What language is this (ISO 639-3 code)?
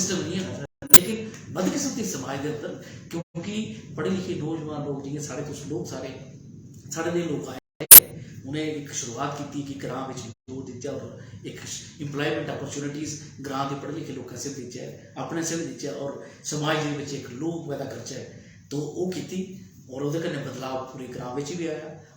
doi